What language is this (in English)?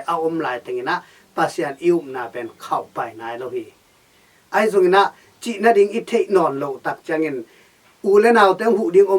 Tedim Chin